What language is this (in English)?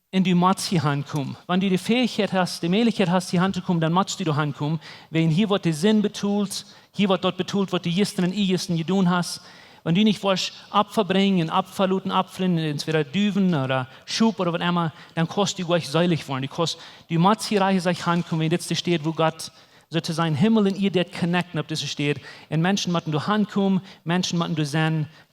Plautdietsch